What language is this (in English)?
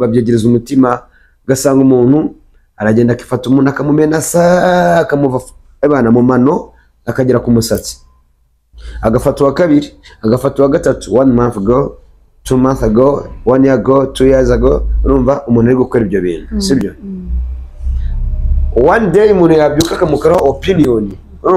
Kinyarwanda